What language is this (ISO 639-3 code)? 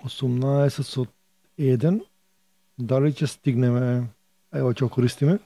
mkd